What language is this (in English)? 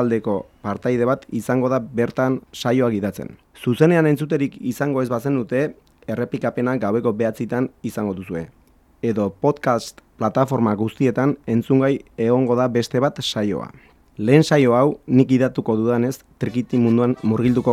Basque